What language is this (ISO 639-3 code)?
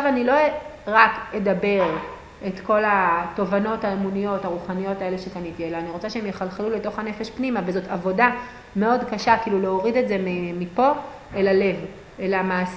heb